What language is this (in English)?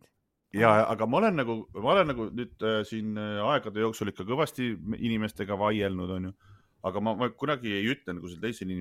Estonian